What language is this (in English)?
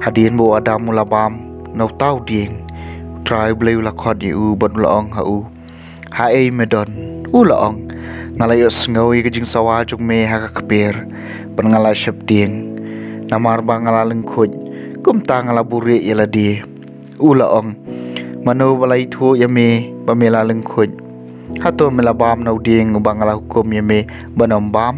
Khasi